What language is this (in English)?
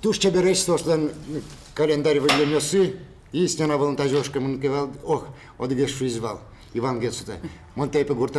Udmurt